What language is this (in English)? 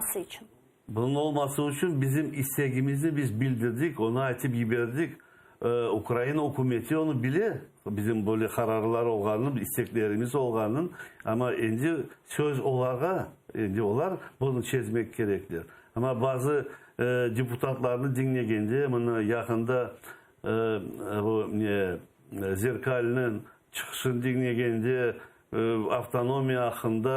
Crimean Tatar